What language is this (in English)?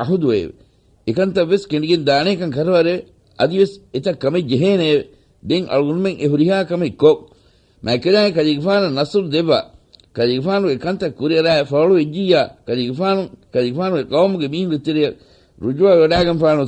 Divehi